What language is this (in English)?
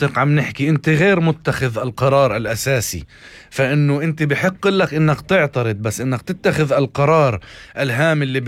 North Levantine Arabic